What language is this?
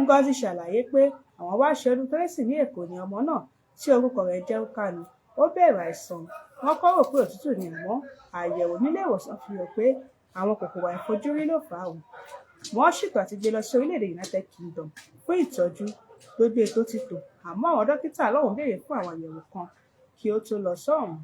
Yoruba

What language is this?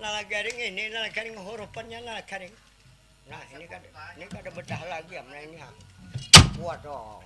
Banjar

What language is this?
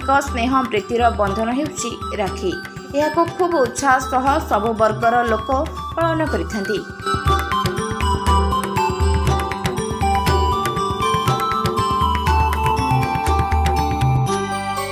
Odia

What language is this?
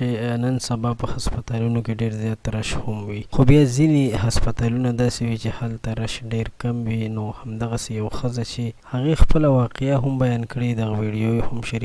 Pashto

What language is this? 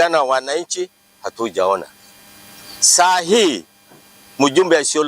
Meru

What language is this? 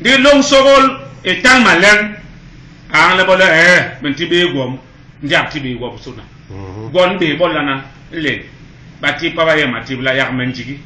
Basaa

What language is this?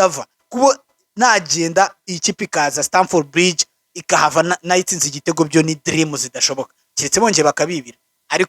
Kinyarwanda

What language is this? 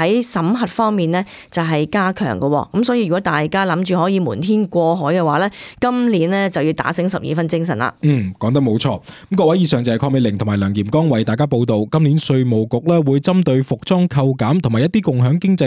Cantonese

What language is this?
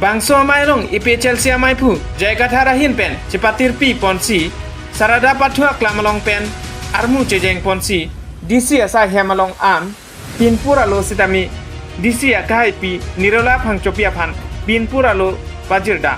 Karbi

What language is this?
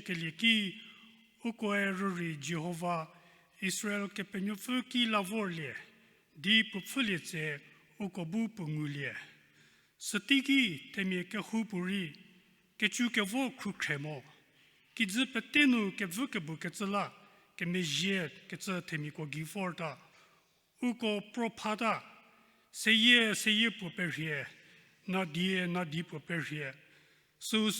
Angami Naga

